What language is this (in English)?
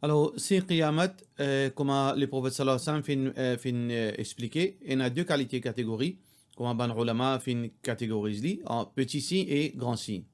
Morisyen